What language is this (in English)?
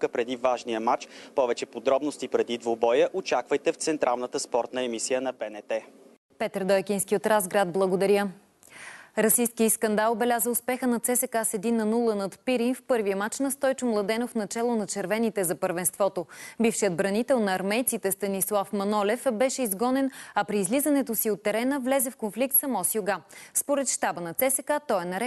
Bulgarian